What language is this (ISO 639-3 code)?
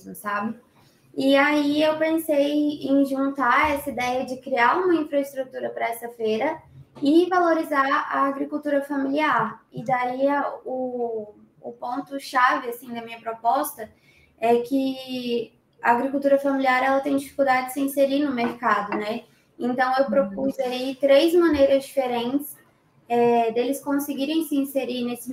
por